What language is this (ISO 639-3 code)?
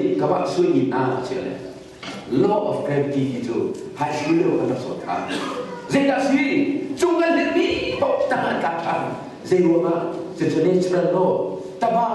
cnh